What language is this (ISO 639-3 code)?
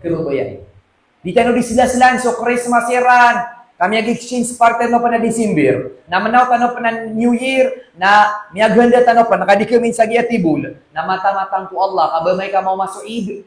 mrw